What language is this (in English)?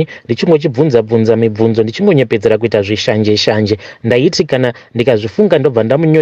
Shona